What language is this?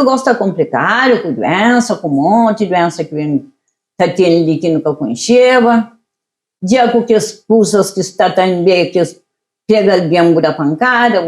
Kabuverdianu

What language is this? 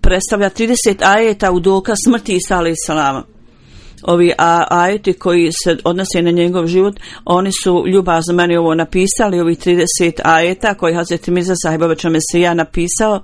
Bosnian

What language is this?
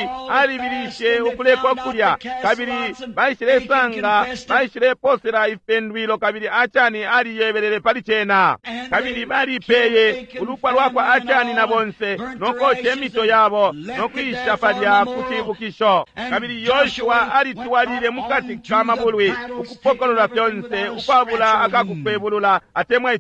Bemba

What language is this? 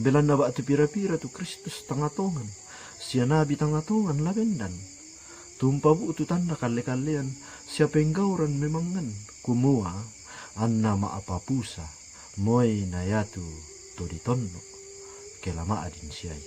Toraja-Sa'dan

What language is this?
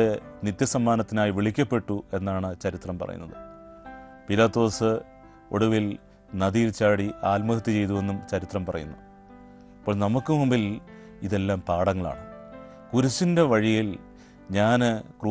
Malayalam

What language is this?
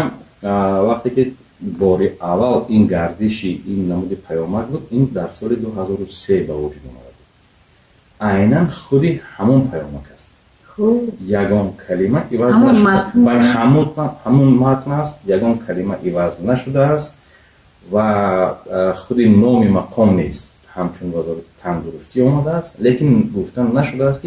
Tajik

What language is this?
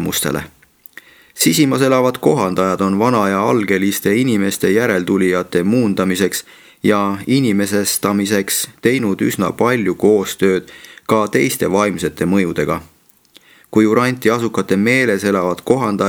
Estonian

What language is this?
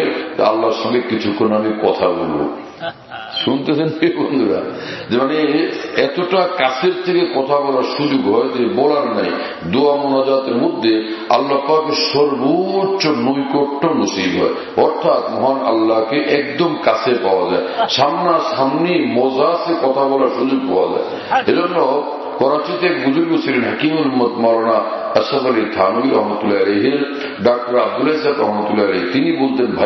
Bangla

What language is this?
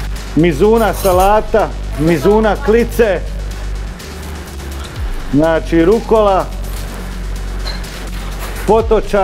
Croatian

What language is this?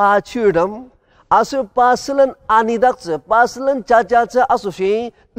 Ao Naga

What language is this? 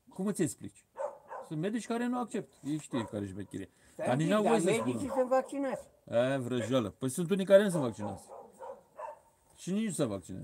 Romanian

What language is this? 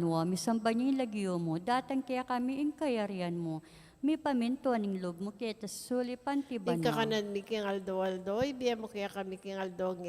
Pampanga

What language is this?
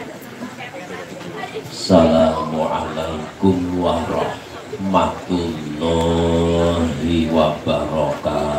Javanese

